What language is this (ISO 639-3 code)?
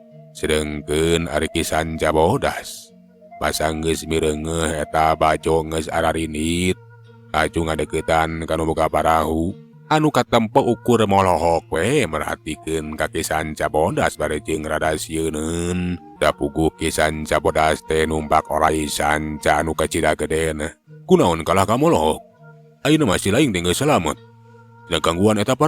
sun